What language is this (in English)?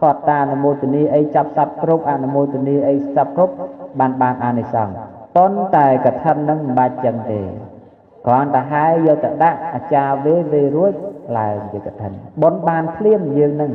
Khmer